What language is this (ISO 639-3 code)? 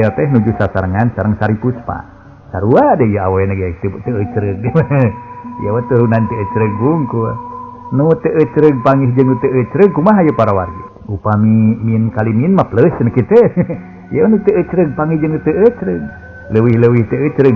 sun